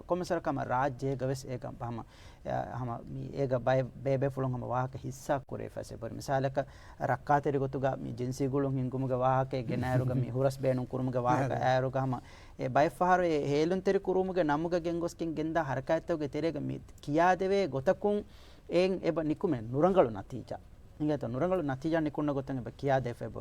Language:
Divehi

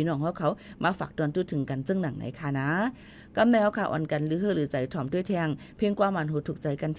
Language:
Shan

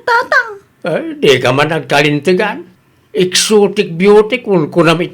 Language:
Iloko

